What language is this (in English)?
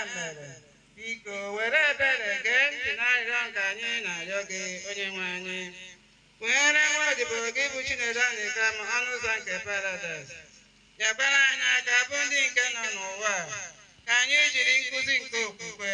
Igbo